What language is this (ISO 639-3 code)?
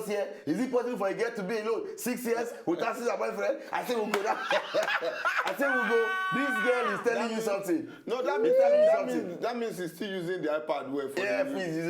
pcm